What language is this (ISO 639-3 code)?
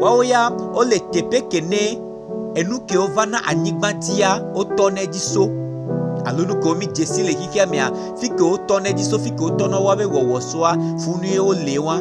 gej